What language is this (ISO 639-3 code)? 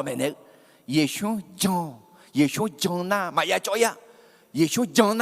ahk